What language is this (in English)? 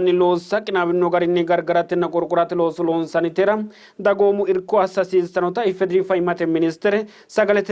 Sidamo